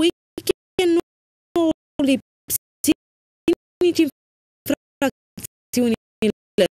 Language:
Romanian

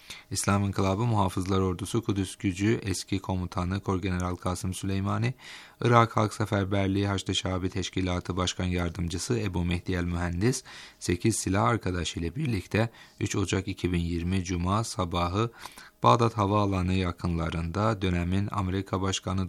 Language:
Turkish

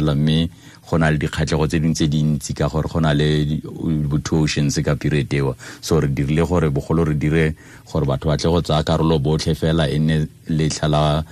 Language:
Tswana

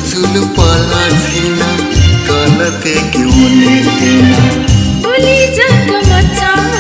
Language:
Newari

